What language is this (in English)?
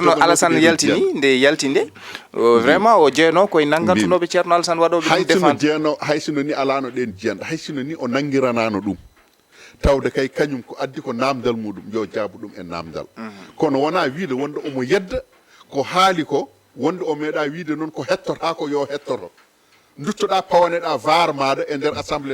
Fula